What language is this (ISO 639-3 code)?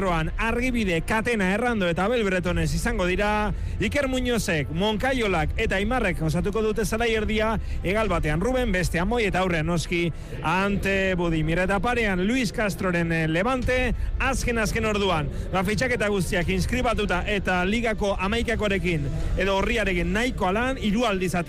eus